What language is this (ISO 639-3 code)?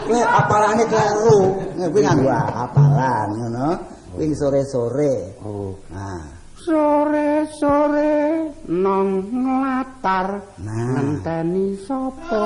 jav